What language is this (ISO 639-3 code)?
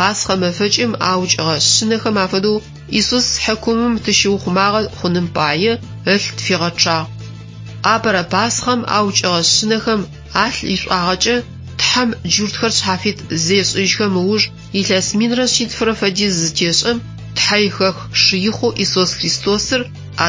ady